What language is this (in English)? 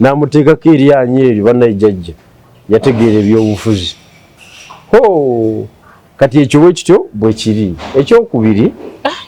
Ganda